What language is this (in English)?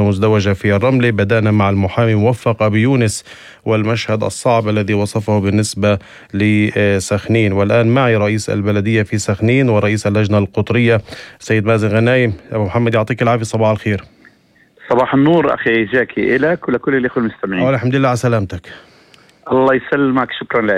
North Levantine Arabic